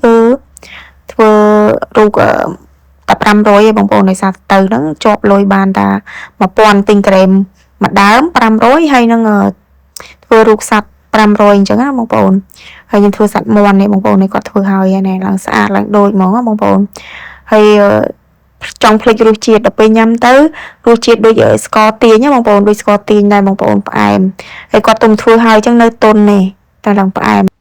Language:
Khmer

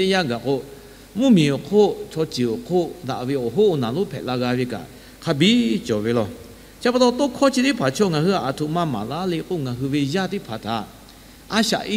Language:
Lahu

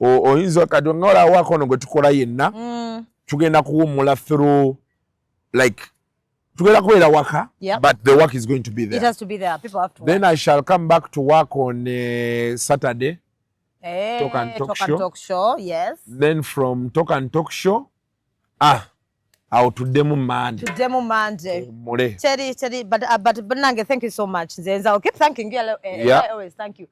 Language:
Ganda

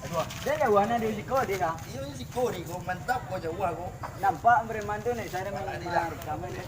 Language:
Minangkabau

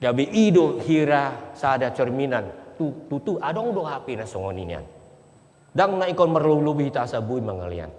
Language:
Batak Toba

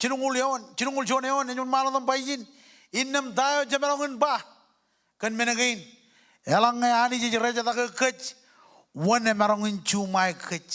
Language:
Marshallese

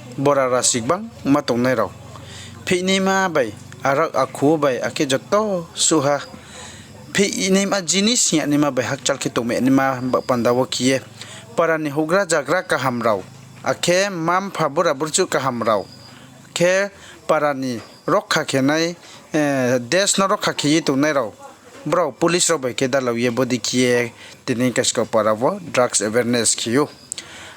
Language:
Riang (India)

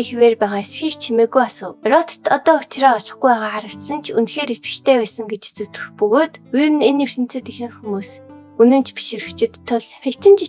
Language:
Mongolian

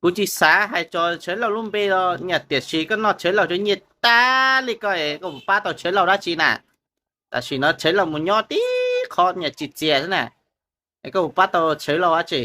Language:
Hmong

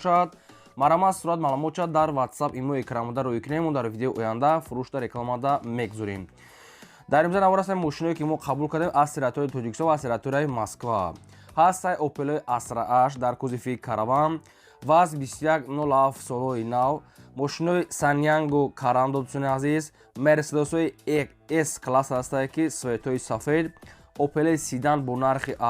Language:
Tajik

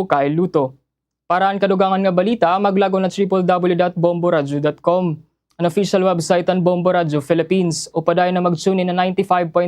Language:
Waray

